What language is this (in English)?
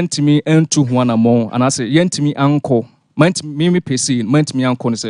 Akan